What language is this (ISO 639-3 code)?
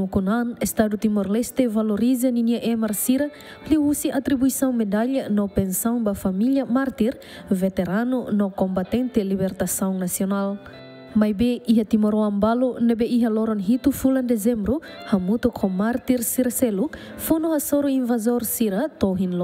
tet